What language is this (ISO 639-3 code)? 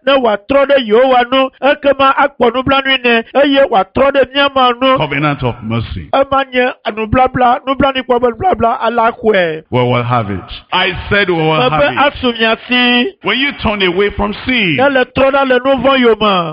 ewe